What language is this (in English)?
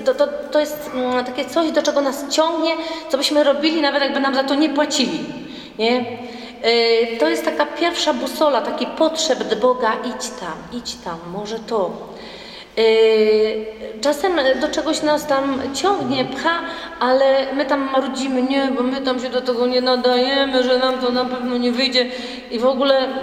Polish